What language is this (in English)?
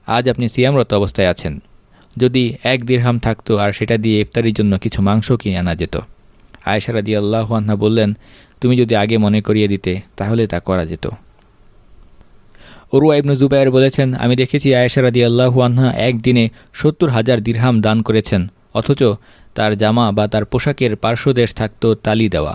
Bangla